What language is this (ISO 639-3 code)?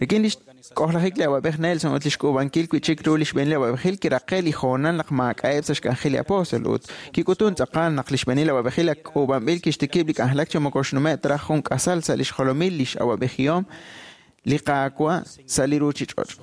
kek